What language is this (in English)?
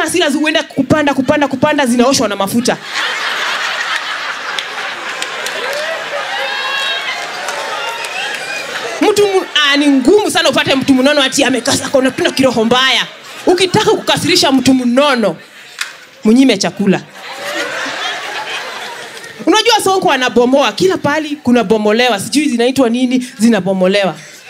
Swahili